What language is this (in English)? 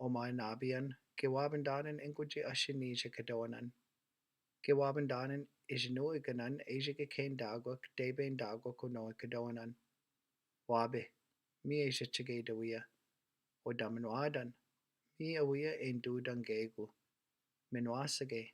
Chippewa